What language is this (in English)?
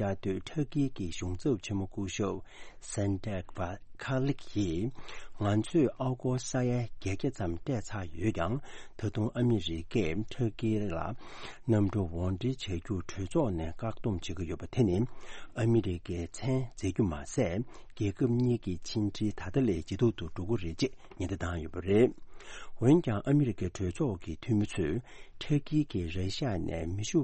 Tibetan